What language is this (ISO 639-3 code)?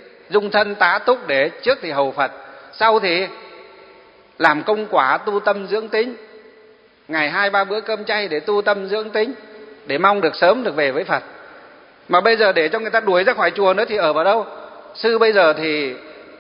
vie